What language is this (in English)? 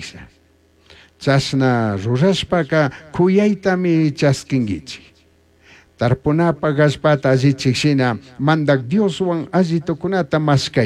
Chimborazo Highland Quichua